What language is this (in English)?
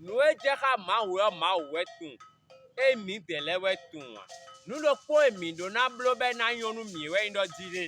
Fon